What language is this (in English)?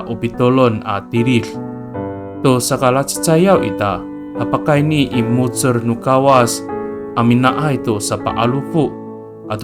Amis